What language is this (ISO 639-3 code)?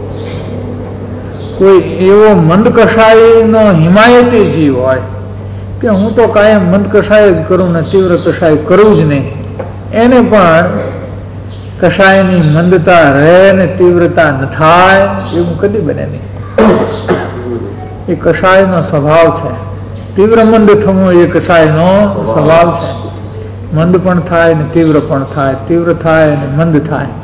guj